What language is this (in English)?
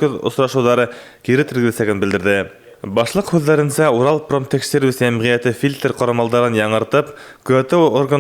Bashkir